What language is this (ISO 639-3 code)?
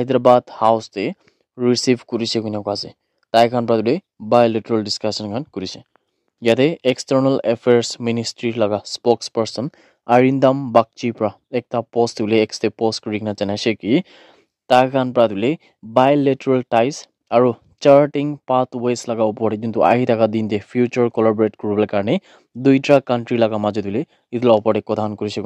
nag